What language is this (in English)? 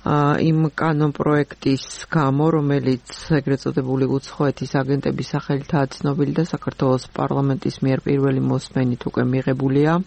Georgian